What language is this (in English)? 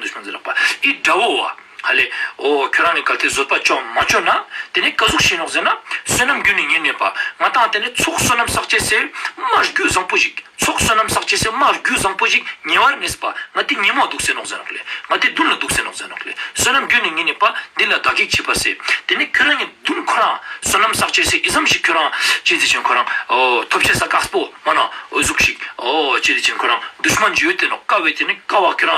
Ladakhi